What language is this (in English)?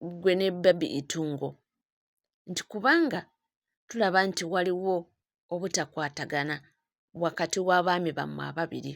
Ganda